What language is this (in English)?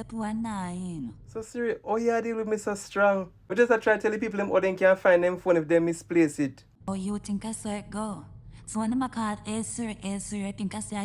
Jamaican Creole English